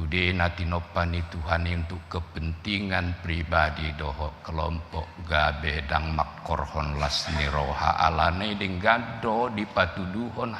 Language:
Batak Toba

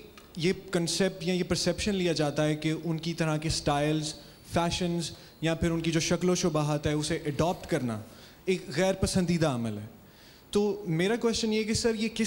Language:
Urdu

